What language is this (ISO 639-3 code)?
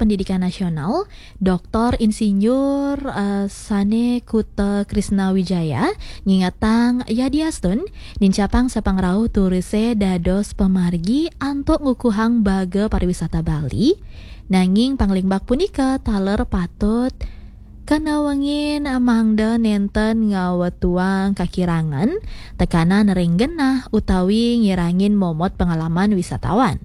ban